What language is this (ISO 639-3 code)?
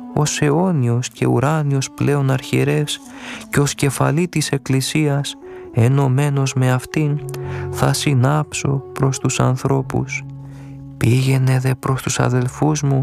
ell